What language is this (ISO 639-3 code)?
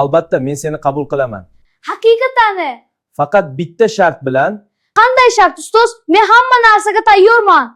uzb